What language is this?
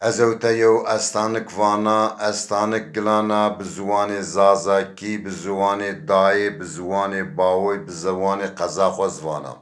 Zaza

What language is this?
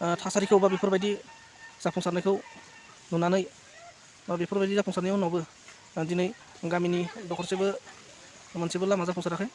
Bodo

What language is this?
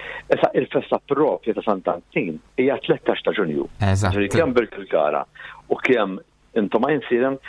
Maltese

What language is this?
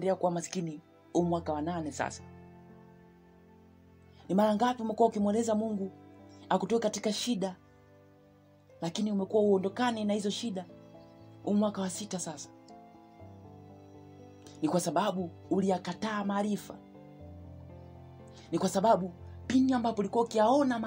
Swahili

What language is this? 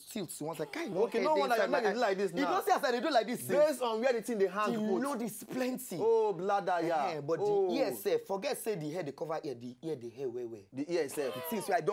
Nigerian Pidgin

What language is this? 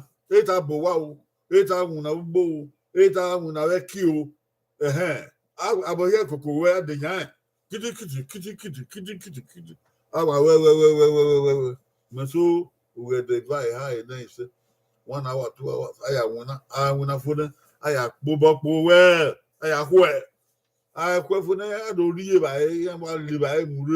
Bini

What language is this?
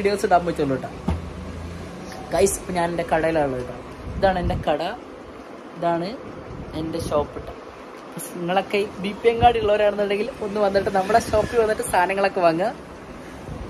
Malayalam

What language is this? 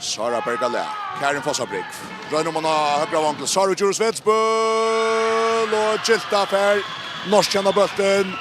Faroese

